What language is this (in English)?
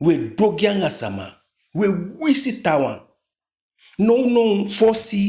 Eastern Maroon Creole